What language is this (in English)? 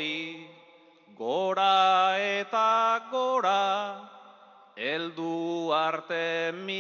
Basque